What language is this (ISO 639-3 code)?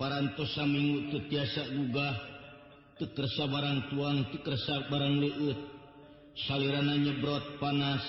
sun